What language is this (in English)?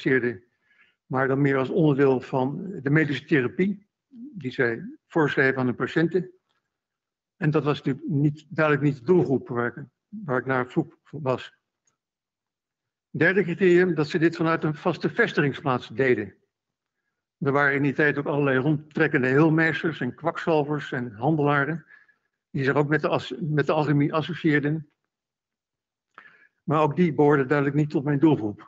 Dutch